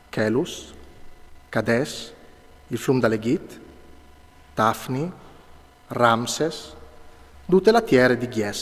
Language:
Friulian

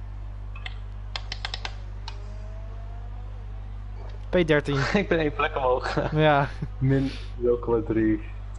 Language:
Dutch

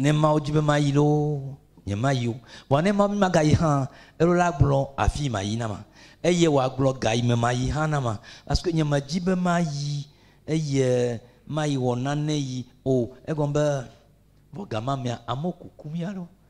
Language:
Ewe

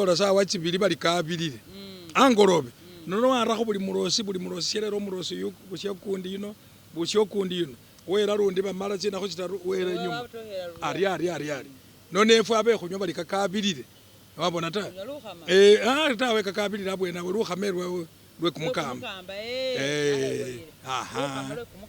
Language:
Masaaba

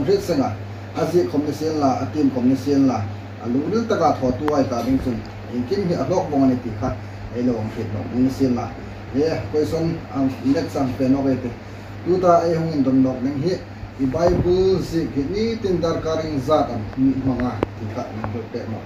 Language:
Hmar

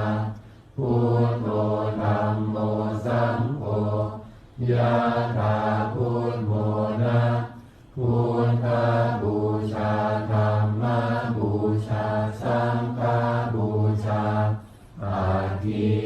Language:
Pali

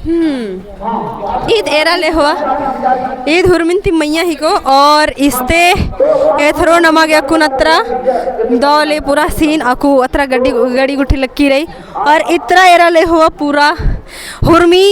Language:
Kurukh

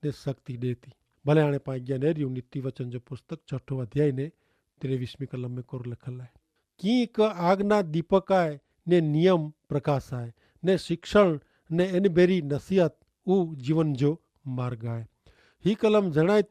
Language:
Kachhi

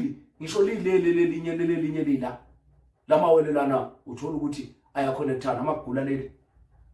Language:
Zulu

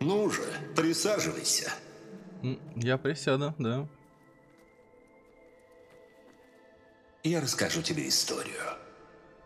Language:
Russian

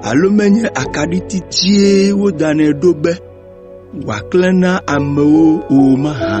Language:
Ewe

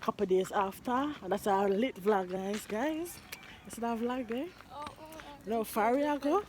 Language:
Jamaican Creole English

